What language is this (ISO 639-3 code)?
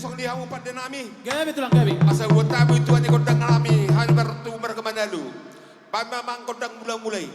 bbc